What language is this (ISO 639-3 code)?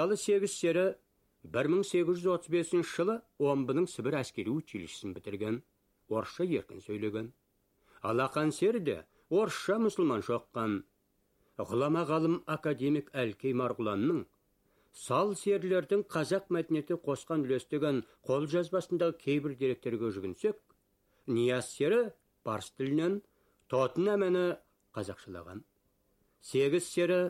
kaz